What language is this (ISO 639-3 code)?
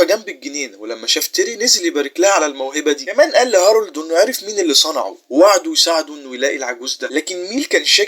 arz